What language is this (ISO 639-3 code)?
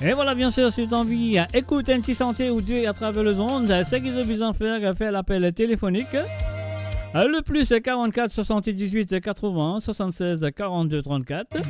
mfe